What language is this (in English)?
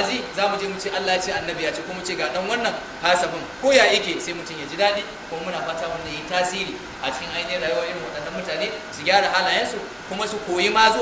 Hausa